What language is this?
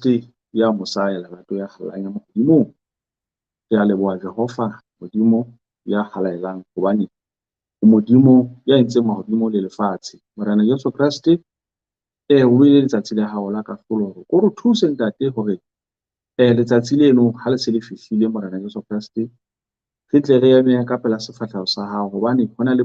Southern Sotho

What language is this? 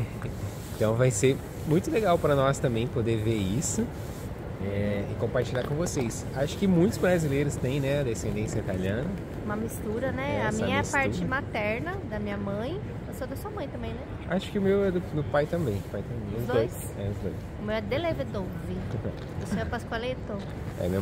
Portuguese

